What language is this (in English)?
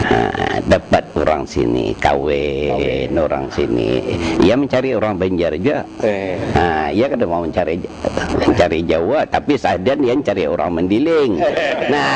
Banjar